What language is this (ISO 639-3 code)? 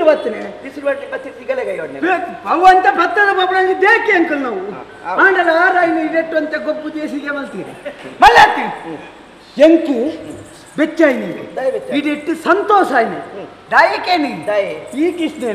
tcy